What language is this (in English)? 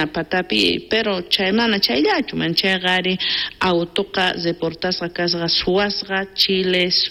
South Bolivian Quechua